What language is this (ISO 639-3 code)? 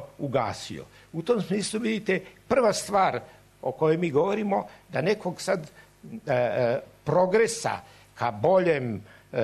srp